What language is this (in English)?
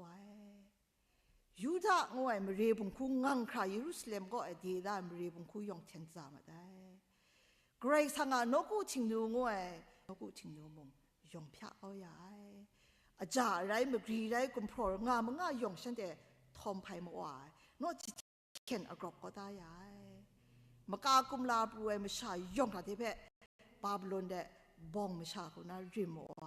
Kachin